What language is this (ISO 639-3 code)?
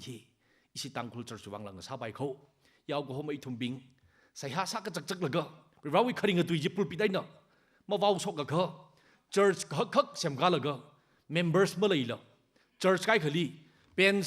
nmf